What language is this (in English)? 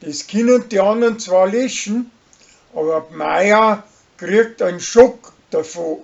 Bavarian